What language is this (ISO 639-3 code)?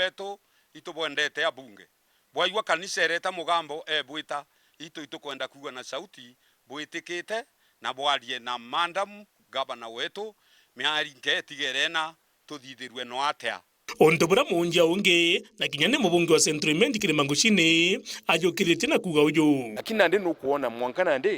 mer